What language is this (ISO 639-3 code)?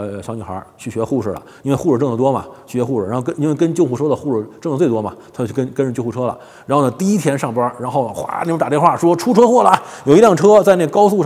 zho